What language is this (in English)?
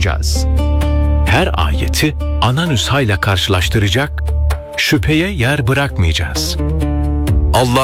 Turkish